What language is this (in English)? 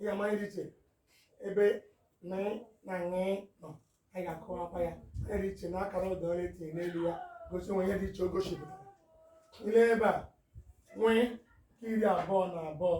Igbo